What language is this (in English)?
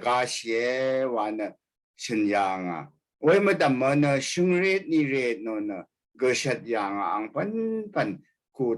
Rawang